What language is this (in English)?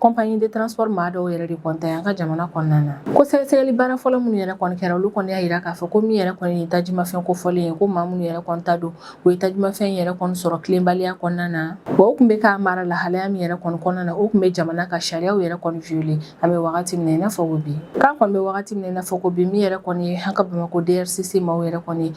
Bambara